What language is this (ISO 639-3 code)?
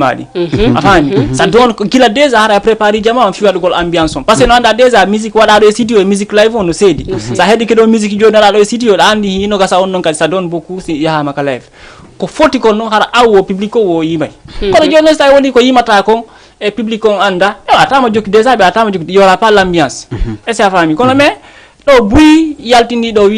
ful